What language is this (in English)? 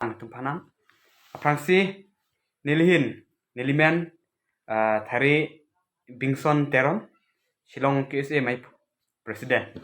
Karbi